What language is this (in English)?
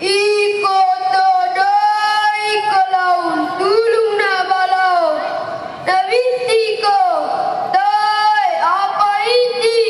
Toraja-Sa'dan